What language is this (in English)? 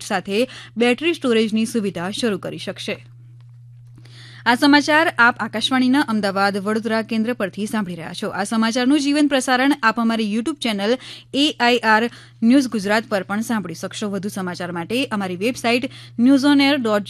Gujarati